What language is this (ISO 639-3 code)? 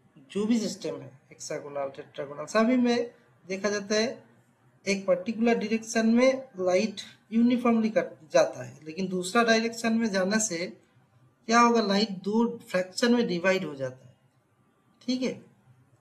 hin